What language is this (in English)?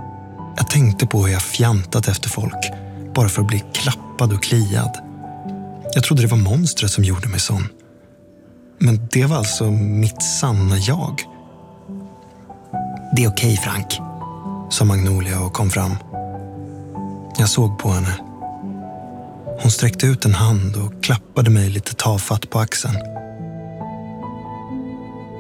Swedish